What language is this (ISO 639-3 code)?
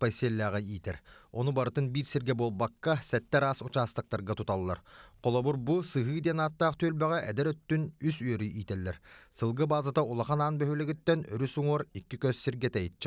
sah